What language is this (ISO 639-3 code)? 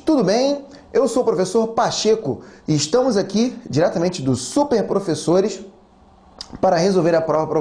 por